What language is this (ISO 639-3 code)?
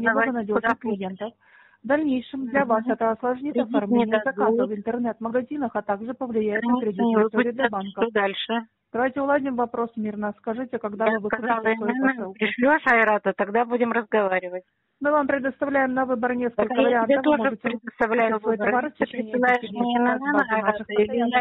rus